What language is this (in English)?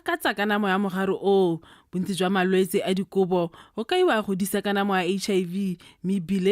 Tswana